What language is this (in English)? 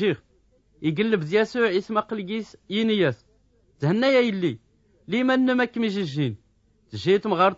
Tachelhit